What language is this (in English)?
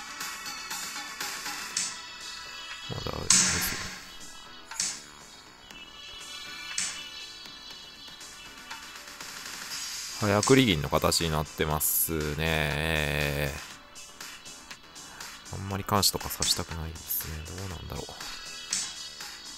Japanese